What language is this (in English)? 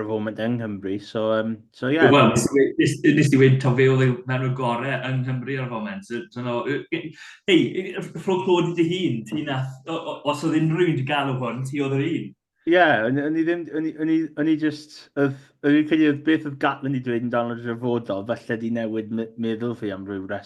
Welsh